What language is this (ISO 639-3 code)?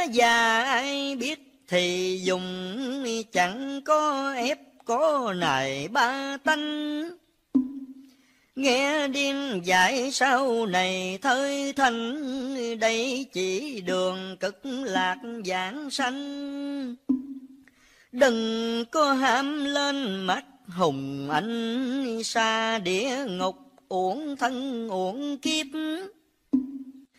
vie